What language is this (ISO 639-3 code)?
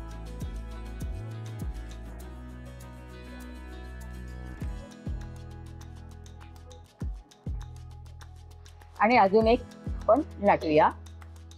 mar